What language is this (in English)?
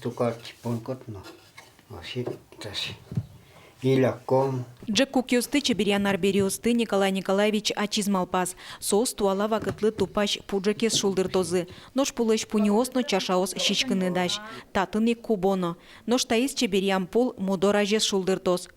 Udmurt